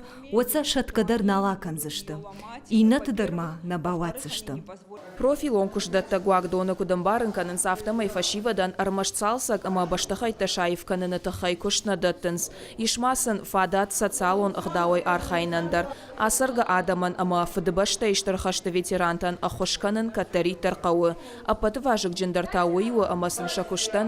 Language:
Ossetic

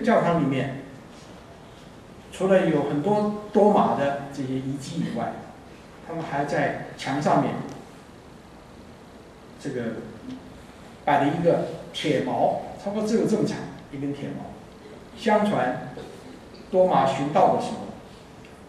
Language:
Chinese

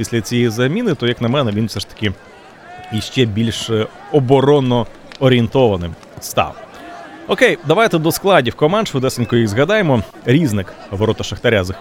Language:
Ukrainian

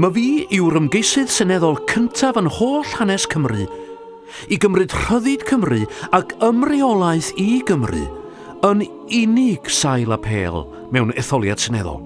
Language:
Welsh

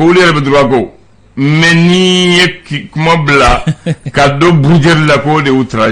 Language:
Bambara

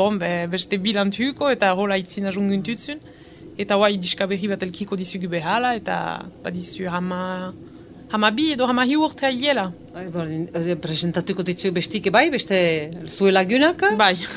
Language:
Basque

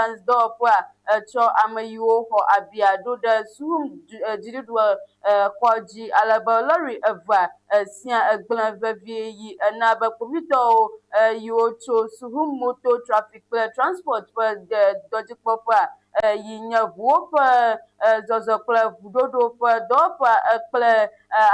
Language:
Ewe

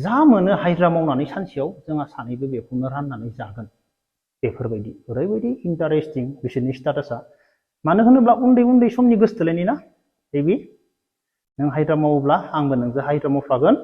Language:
Bodo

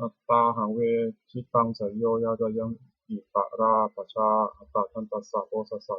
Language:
Pali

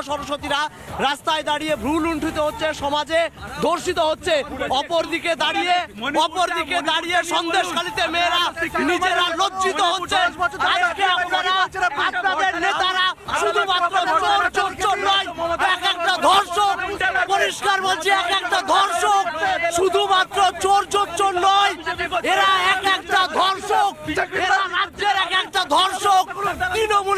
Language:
Bangla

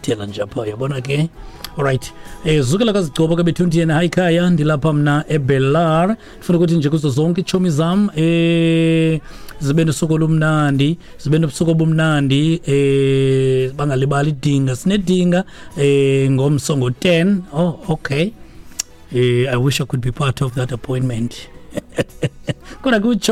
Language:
Xhosa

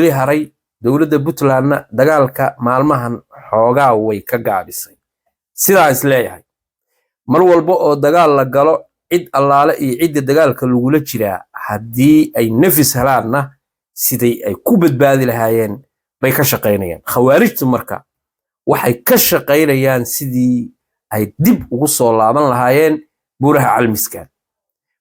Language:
Somali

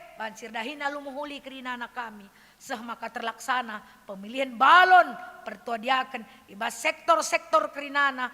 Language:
Batak Karo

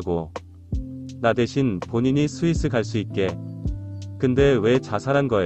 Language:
Korean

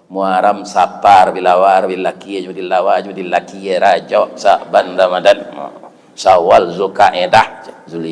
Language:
Minangkabau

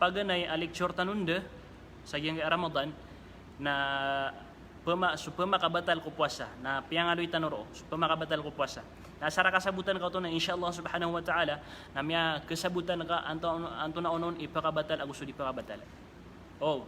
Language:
Maranao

